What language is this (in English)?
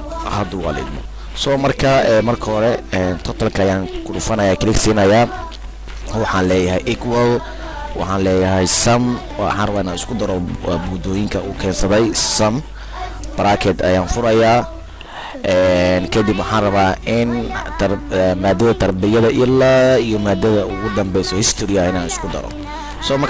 Somali